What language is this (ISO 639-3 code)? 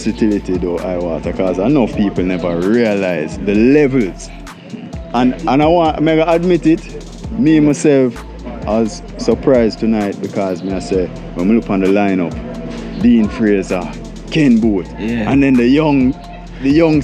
jam